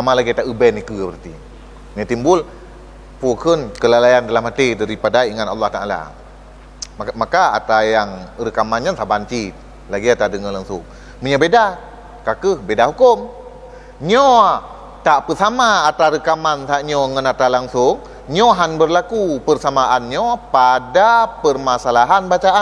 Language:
Achinese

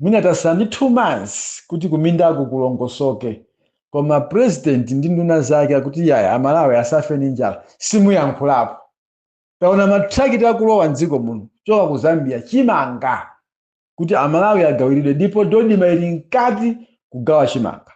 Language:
Nyanja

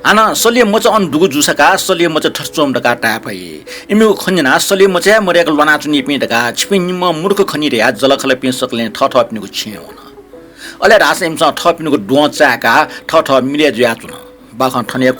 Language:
Newari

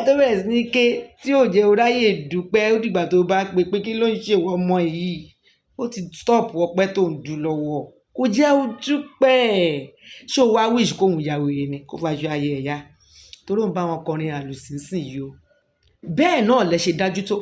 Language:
Yoruba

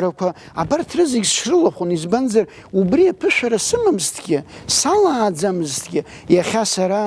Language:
Abkhazian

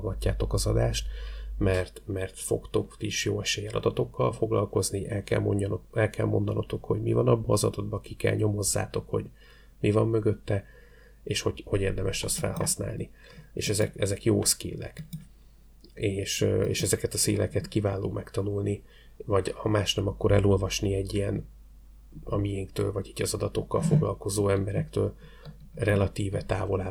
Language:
Hungarian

